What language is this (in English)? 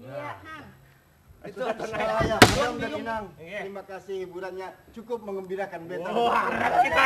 Banjar